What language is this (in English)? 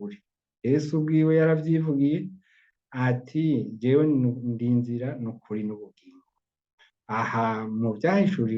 Rundi